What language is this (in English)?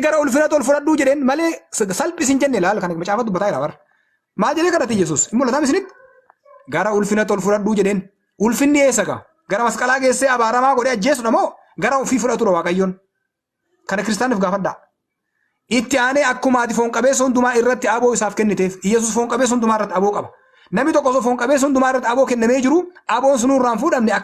Oromo